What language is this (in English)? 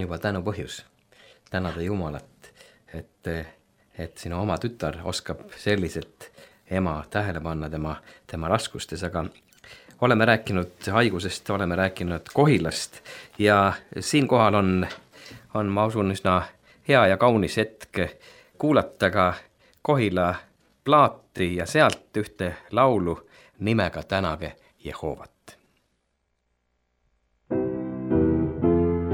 Estonian